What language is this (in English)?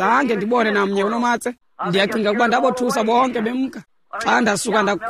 Xhosa